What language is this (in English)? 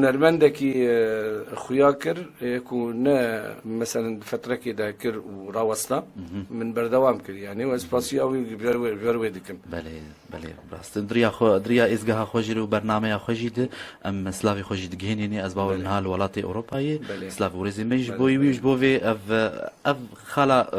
Kurdish